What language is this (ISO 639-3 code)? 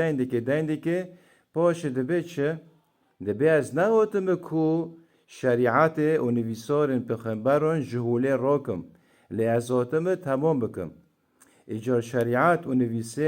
kur